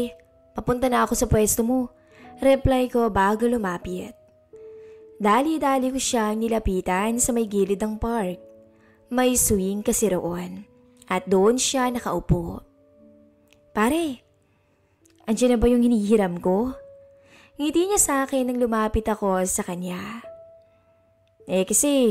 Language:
Filipino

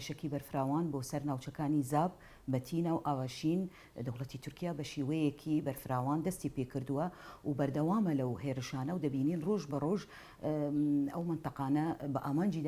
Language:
Central Kurdish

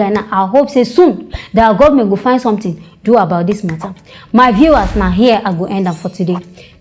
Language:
Nigerian Pidgin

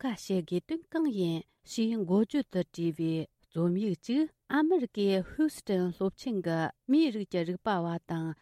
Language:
Tibetan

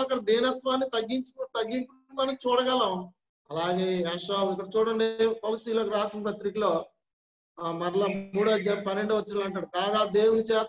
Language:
Telugu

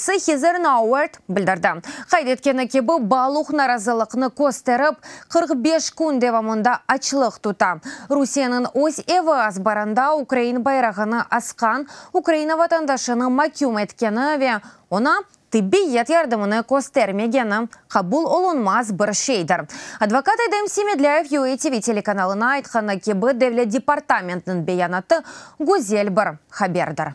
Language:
Crimean Tatar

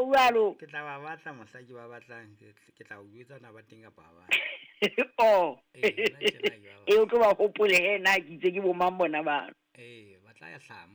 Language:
Southern Sotho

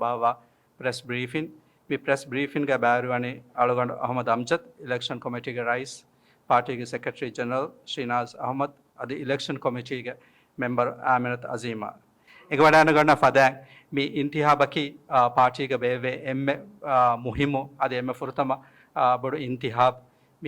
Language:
Divehi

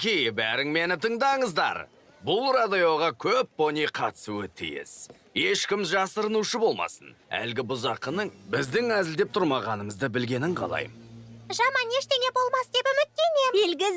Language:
Kazakh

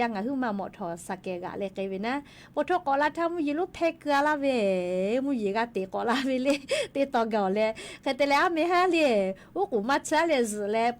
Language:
Lahu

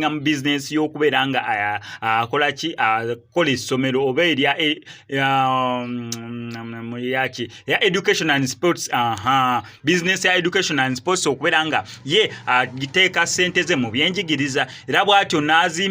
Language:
Ganda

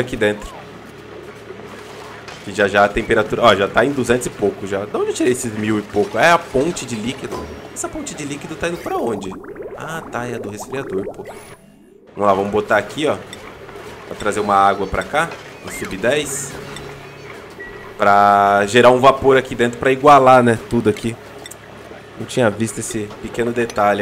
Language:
Portuguese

